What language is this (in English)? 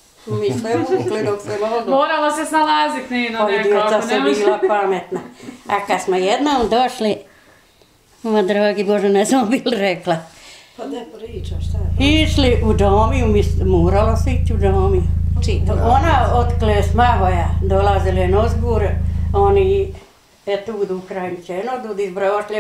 Bosnian